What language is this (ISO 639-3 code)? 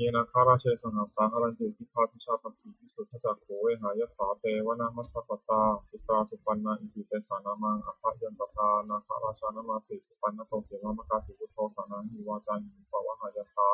pli